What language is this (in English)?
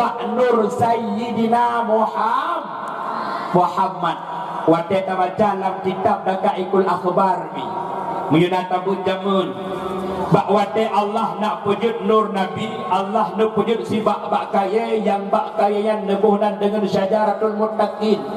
Achinese